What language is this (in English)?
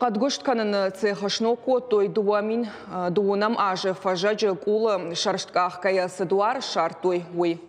Ossetic